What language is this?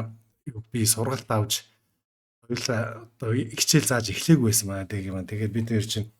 Mongolian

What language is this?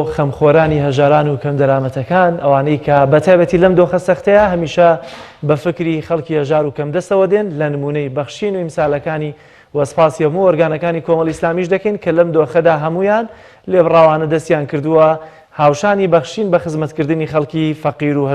Central Kurdish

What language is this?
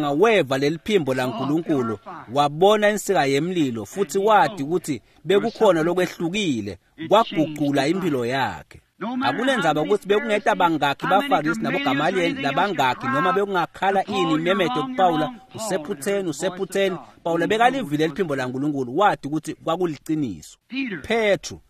Swati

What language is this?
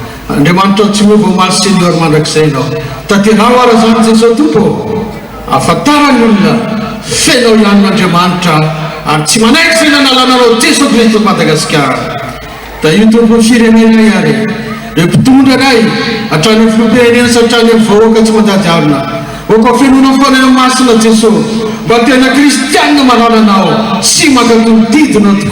Malagasy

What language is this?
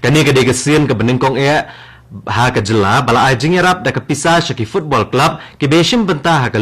Khasi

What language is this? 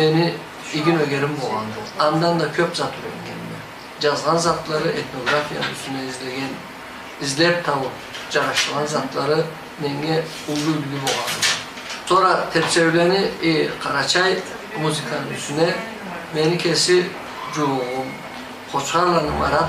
Karachay-Balkar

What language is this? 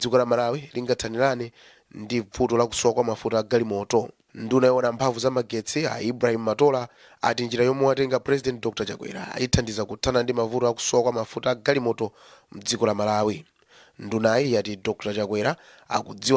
Nyanja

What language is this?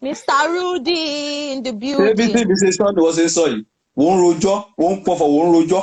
Yoruba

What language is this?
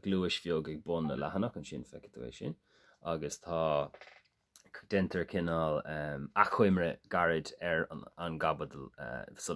Irish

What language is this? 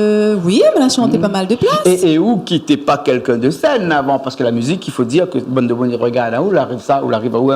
Réunion Creole French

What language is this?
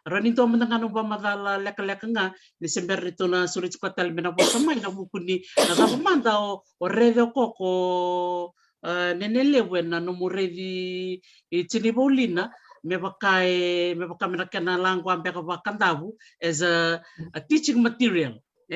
Fijian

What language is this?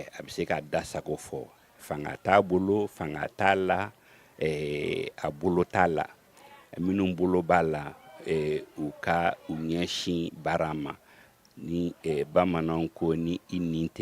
Bambara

